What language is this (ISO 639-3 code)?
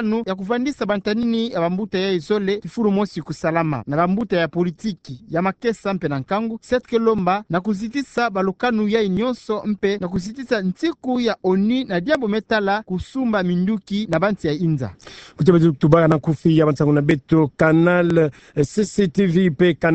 ktu